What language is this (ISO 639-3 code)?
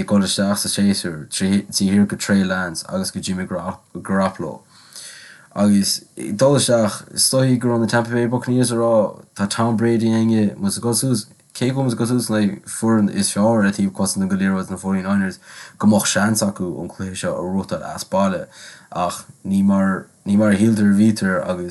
gle